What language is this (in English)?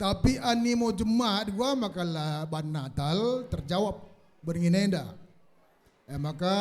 Batak Karo